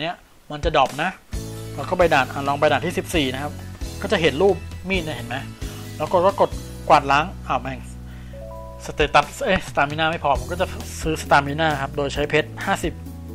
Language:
Thai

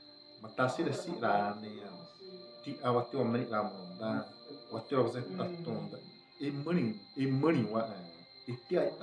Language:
Xavánte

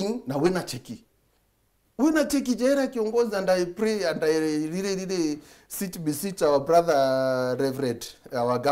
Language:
Meru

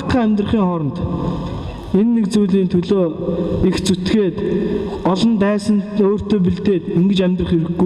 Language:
Mongolian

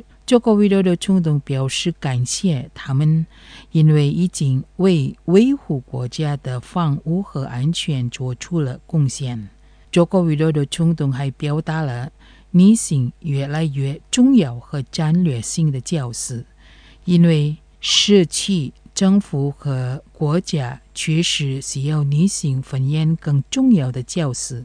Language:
Chinese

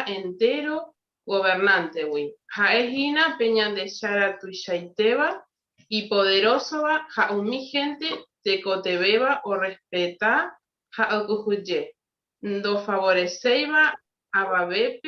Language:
Guarani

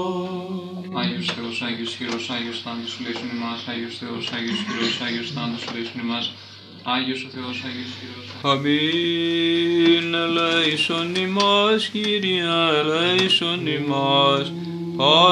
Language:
Greek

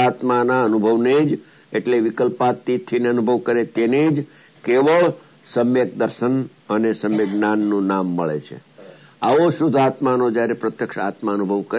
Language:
Gujarati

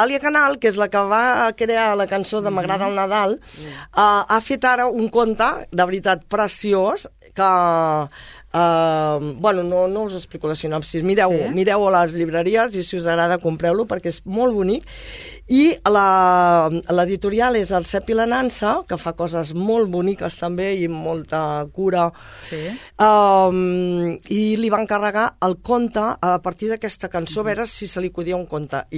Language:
Catalan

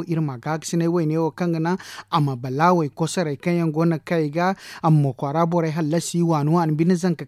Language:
Zarma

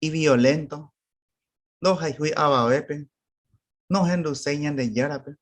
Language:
Guarani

